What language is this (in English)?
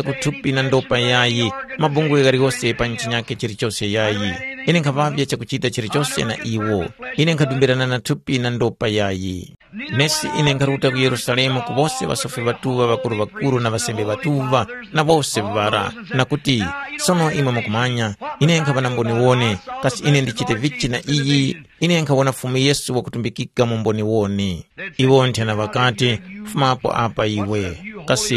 Tumbuka